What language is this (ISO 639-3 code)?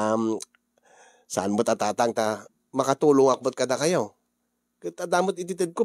ilo